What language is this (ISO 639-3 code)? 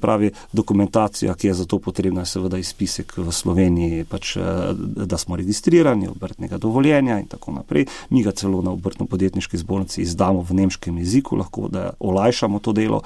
slv